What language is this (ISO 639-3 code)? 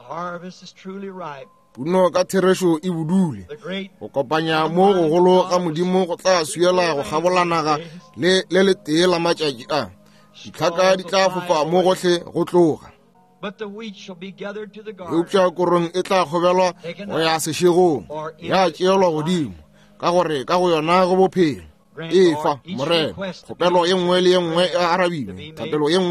nso